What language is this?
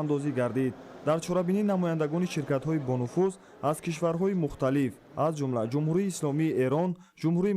Tajik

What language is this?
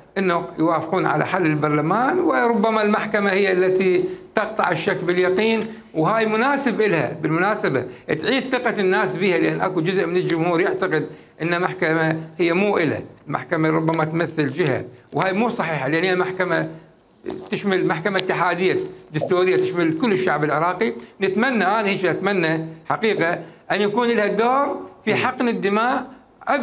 Mesopotamian Arabic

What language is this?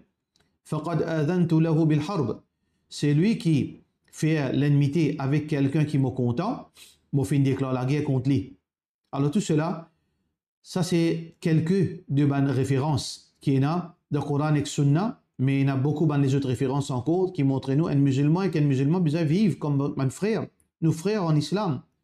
Morisyen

